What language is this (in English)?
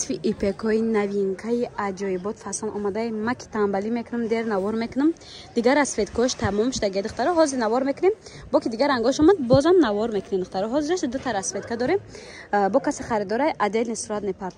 Tajik